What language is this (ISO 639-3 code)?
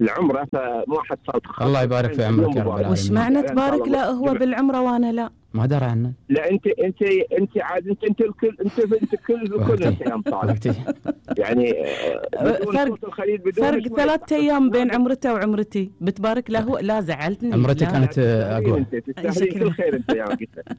afb